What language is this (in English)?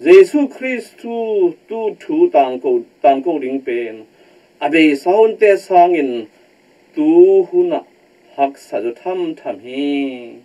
Tedim Chin